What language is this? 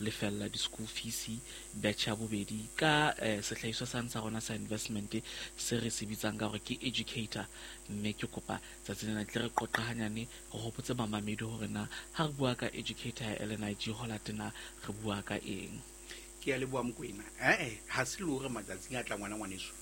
Southern Sotho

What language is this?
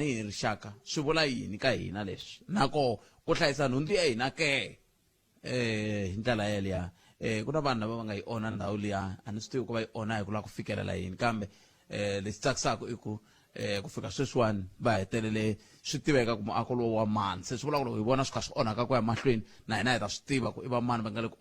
Tsonga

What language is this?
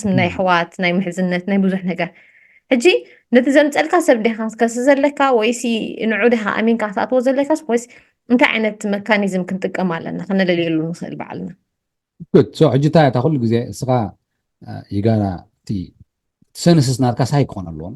Tigrinya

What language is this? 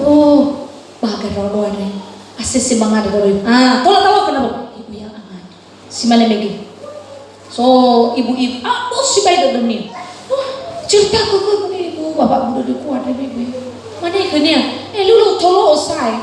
Nias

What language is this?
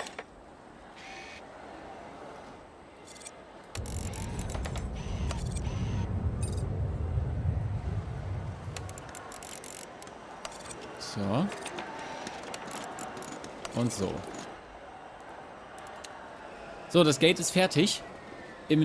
German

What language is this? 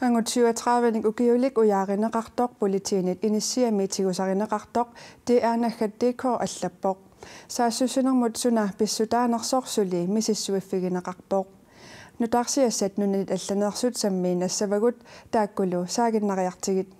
Kalaallisut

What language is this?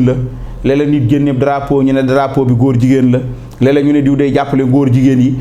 Wolof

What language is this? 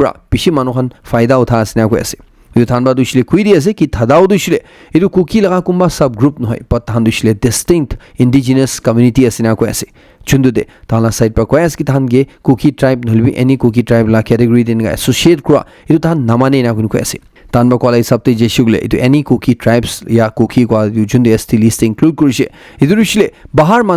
Naga Pidgin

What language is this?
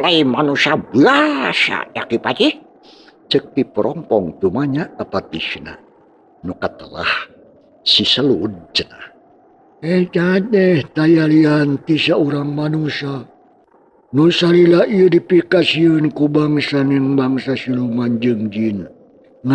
Sundanese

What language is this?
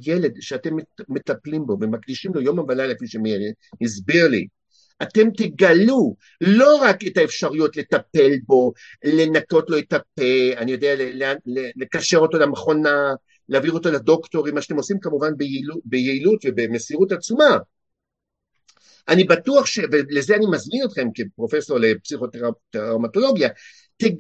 Hebrew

